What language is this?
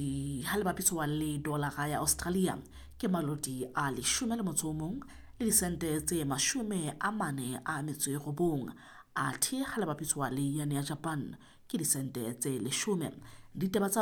Southern Sotho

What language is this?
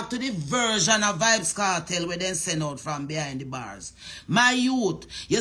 Jamaican Creole English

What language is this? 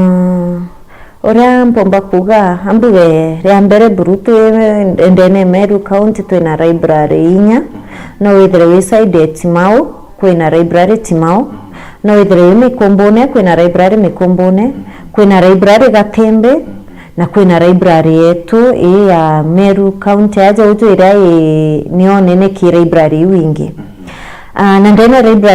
Meru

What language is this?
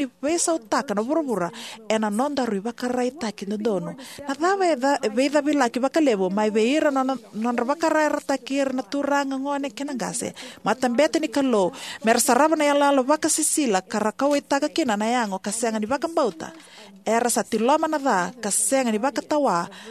Fijian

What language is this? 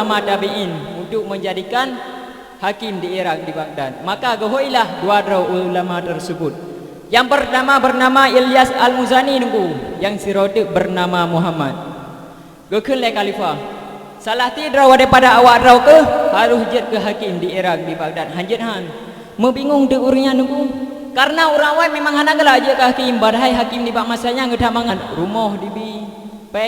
Achinese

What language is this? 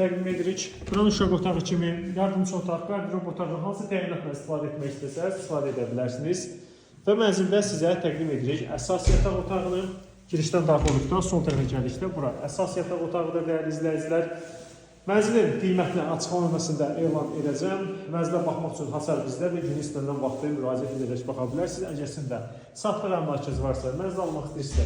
Azerbaijani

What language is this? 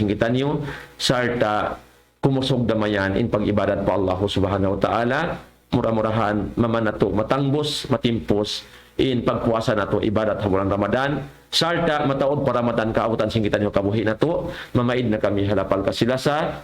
Tausug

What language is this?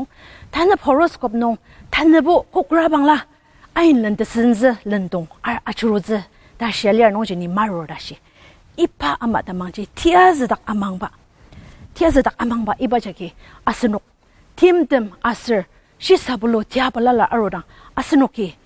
Ao Naga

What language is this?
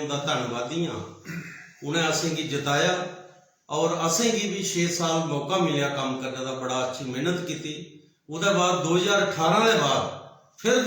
Dogri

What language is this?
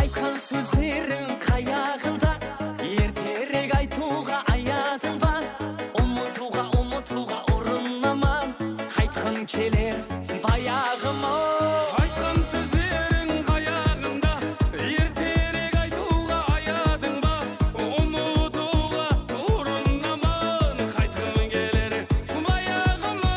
Kara-Kalpak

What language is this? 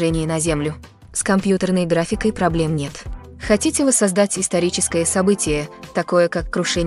Russian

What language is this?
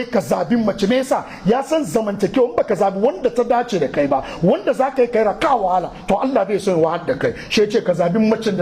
Hausa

